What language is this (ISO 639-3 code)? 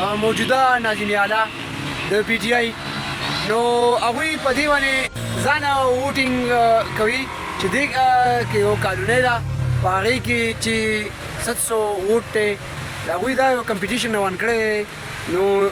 pus